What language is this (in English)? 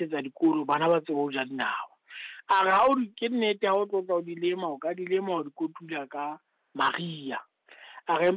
Southern Sotho